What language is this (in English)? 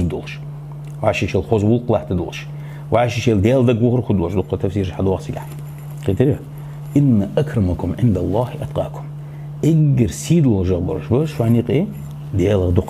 Ingush